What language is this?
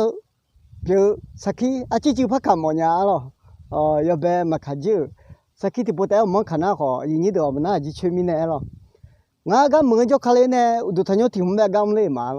Akha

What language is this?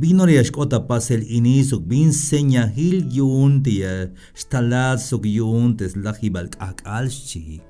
Tzeltal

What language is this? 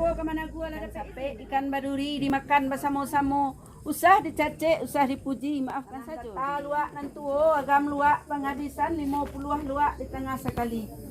Minangkabau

